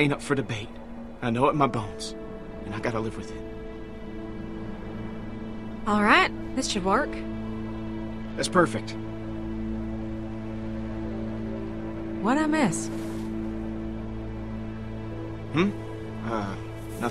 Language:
English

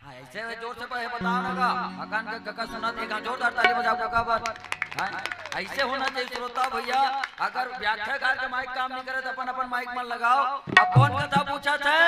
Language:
Chhattisgarhi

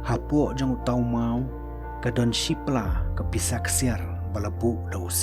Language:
Khasi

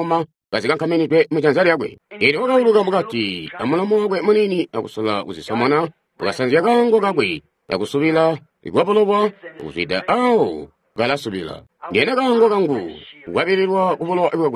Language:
Tonga (Zambia)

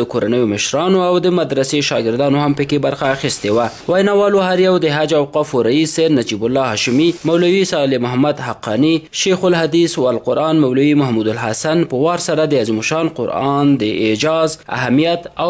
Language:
Pashto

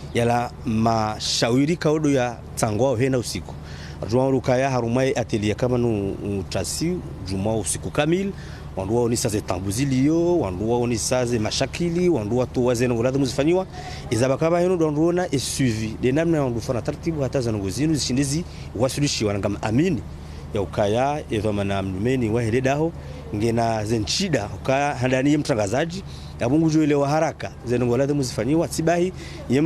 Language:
Ngazidja Comorian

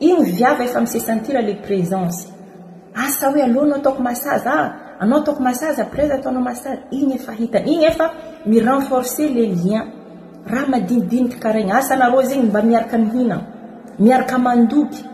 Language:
Malagasy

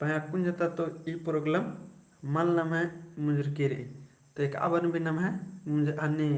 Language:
Kurukh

